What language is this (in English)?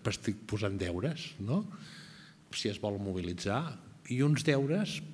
Catalan